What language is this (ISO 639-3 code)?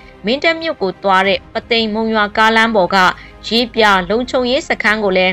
mya